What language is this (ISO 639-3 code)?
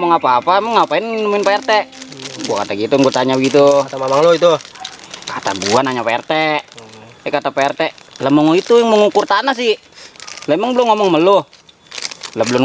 bew